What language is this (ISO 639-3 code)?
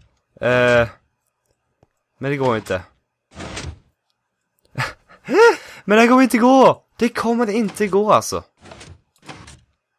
swe